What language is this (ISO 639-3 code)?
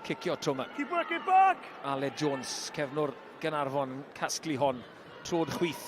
cym